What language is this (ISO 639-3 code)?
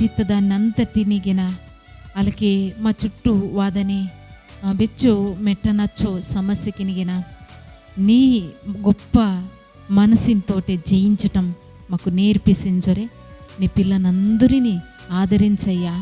kff